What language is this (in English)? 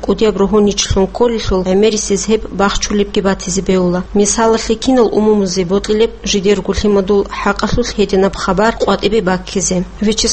Avaric